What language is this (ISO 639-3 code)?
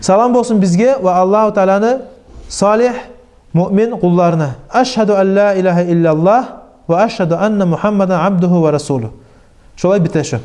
kum